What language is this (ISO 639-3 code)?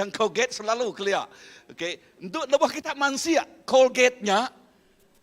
iba